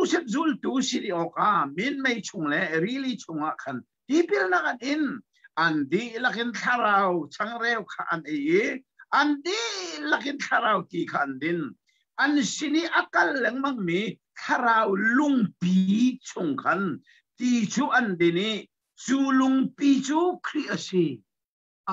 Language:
Hakha Chin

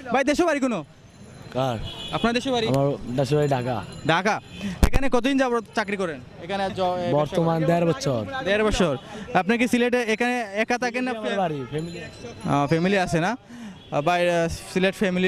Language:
Sylheti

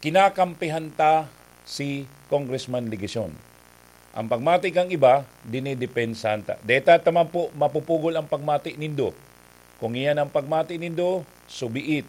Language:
Bikol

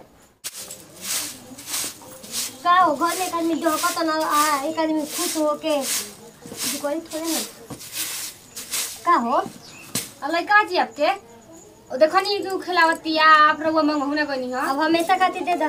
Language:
Bhojpuri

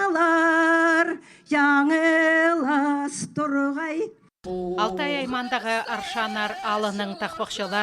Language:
Khakas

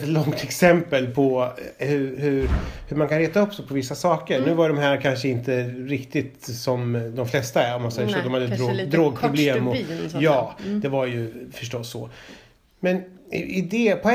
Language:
Swedish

